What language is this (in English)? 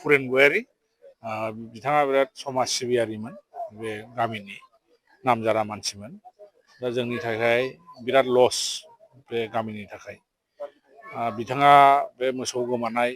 Bodo